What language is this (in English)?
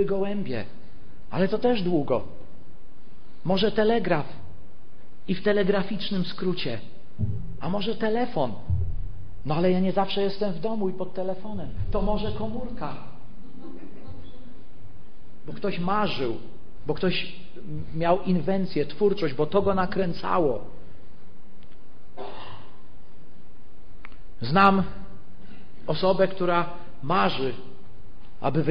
Polish